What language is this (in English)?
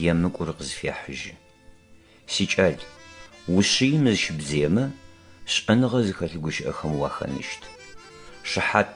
Adyghe